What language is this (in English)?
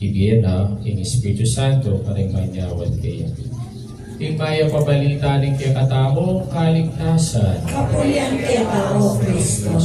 Pampanga